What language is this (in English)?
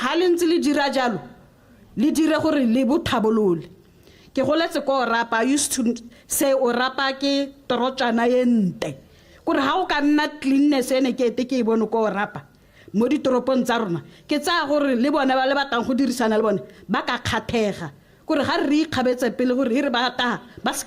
Tswana